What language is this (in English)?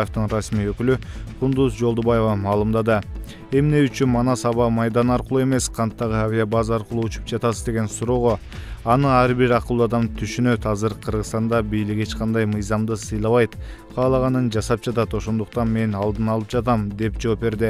Kyrgyz